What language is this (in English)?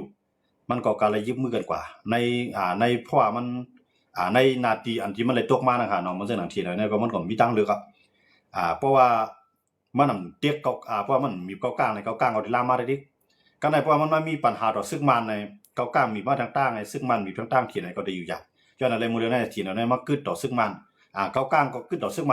Shan